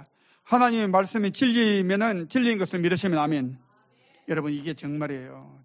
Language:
Korean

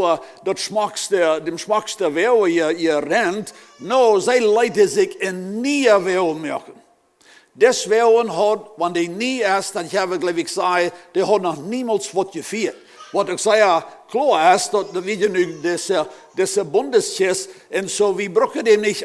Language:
Plautdietsch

